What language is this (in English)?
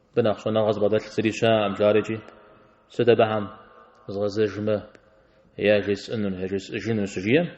Kabardian